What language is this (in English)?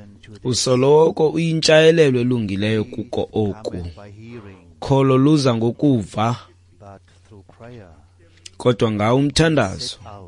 Xhosa